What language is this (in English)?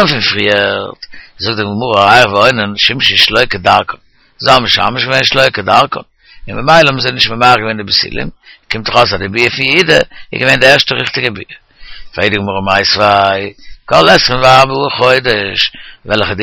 Yiddish